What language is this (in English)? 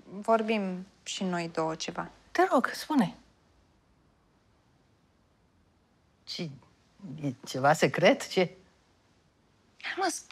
Romanian